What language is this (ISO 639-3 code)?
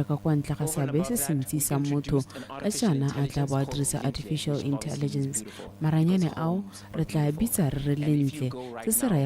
tsn